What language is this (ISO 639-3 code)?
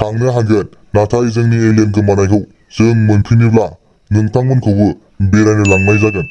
brx